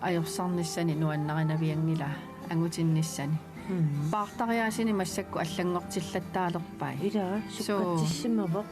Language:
Kalaallisut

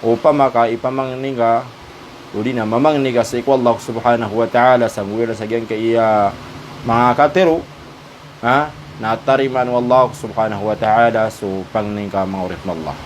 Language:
Maranao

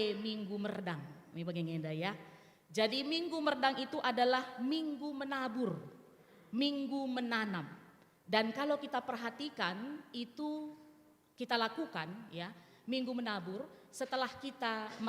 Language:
Batak Karo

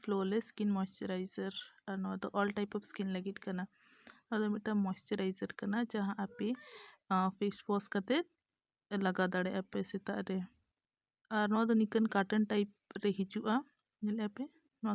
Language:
Santali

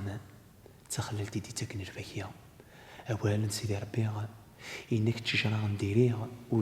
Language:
Kabyle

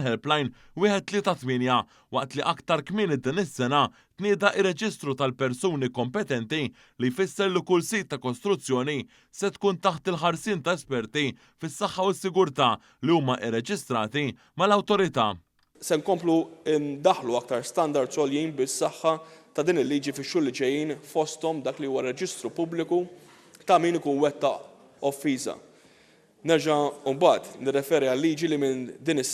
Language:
Maltese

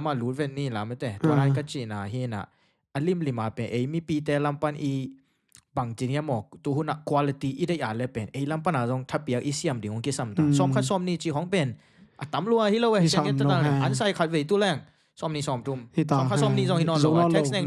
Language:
Tedim Chin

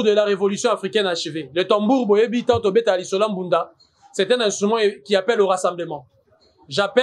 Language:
French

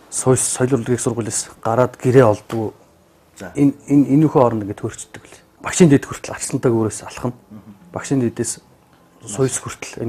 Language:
Mongolian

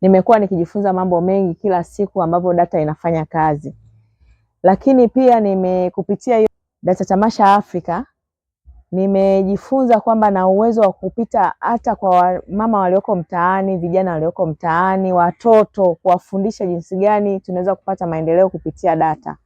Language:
Swahili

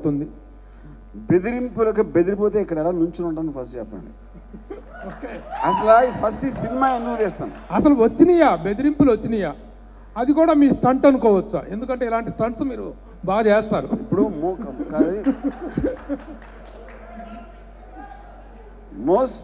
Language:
Telugu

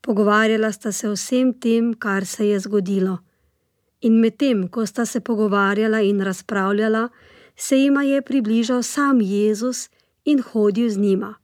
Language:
Slovenian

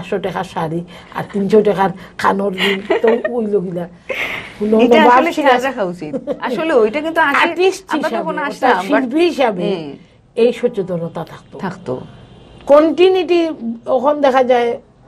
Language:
Sylheti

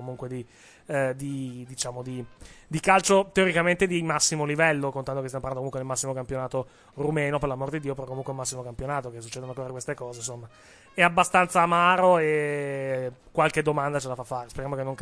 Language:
Italian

